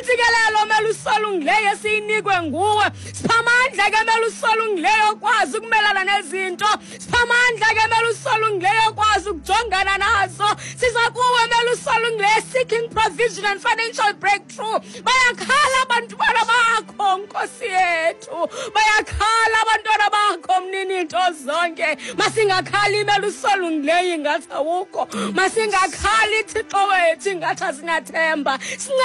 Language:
Xhosa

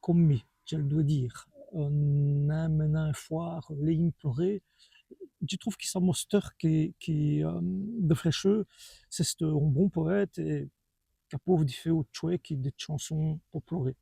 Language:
Walloon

